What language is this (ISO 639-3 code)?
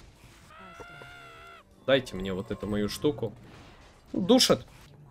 rus